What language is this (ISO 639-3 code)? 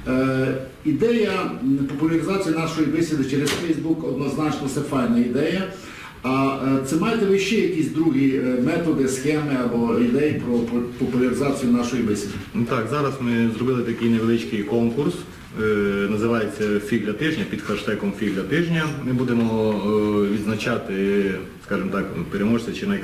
rue